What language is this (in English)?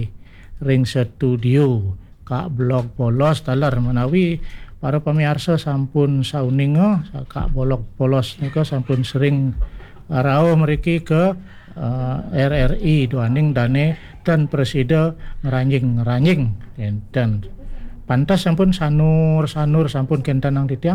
Balinese